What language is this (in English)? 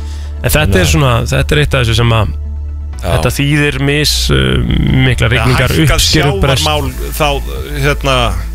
Icelandic